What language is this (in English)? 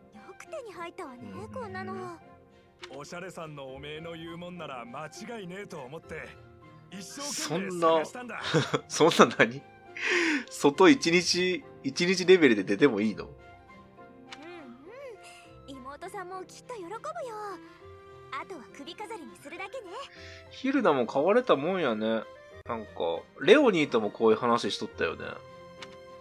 Japanese